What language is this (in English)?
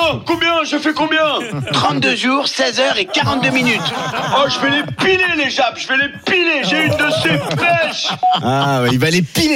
French